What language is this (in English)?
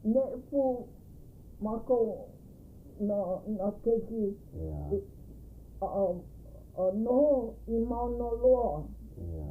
Hawaiian